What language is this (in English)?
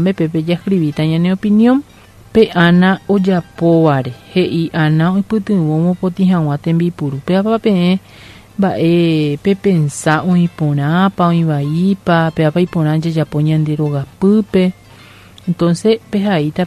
Guarani